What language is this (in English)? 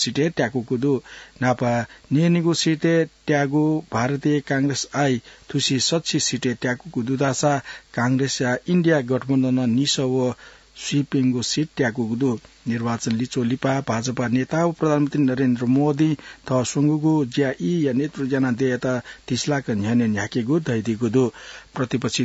Newari